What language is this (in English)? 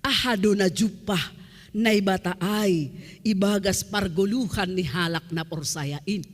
Batak Simalungun